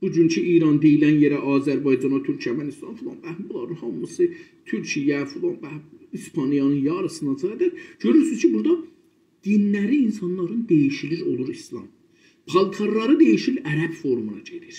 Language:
South Azerbaijani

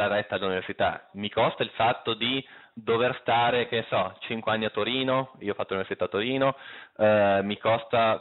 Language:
Italian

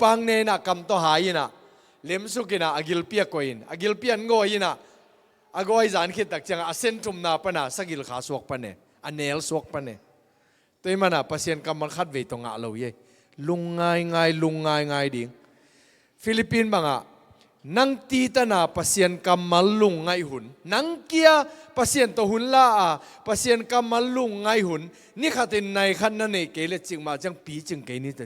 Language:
Tedim Chin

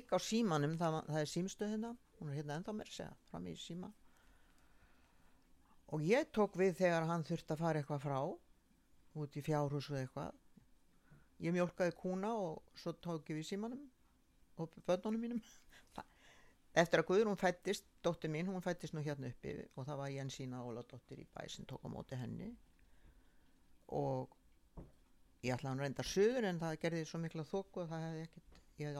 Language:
Icelandic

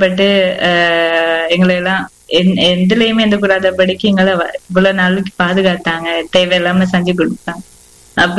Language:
Tamil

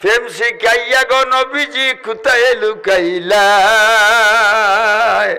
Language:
Sylheti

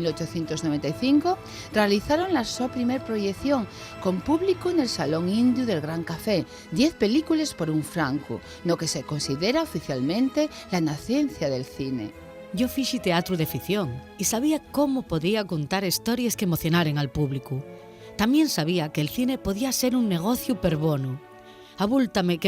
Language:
Asturian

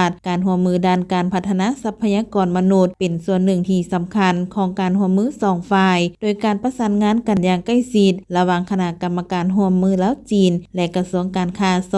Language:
Lao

